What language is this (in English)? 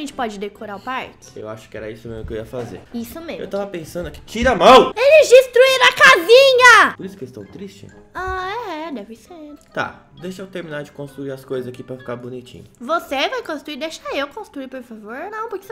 Portuguese